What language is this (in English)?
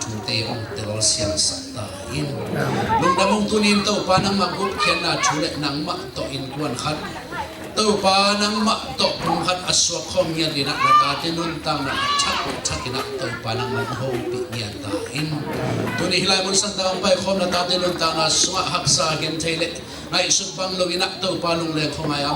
Tedim Chin